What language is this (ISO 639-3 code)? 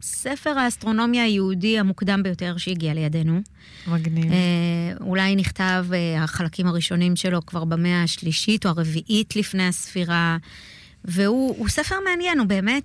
heb